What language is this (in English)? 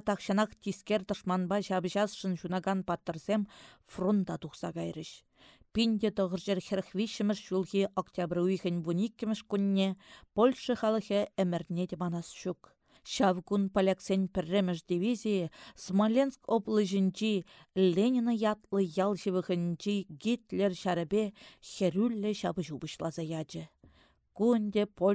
Chuvash